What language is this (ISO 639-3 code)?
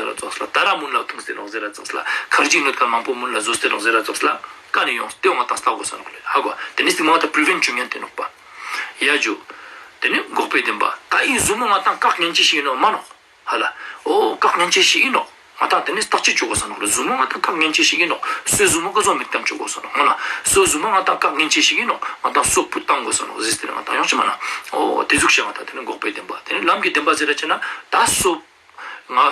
lbj